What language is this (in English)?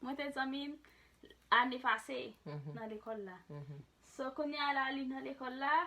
Haitian Creole